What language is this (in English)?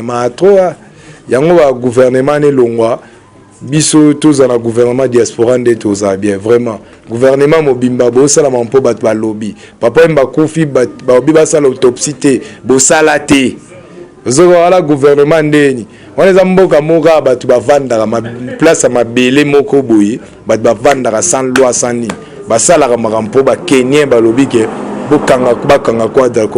Lingala